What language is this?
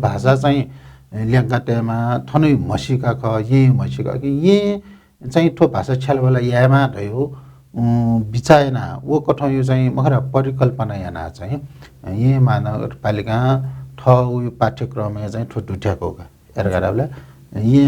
Newari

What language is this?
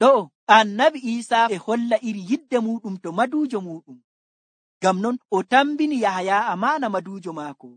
Nigerian Fulfulde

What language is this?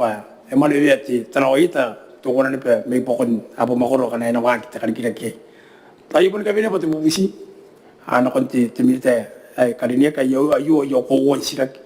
Gilbertese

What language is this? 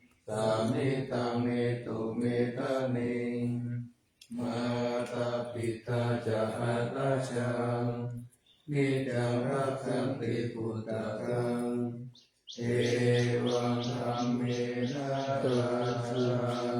Pali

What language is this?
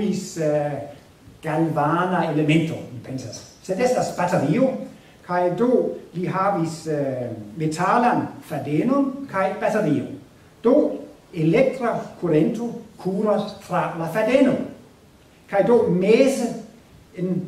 Esperanto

